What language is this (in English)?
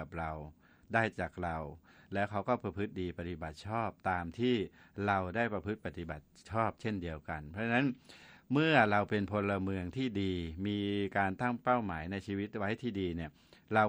Thai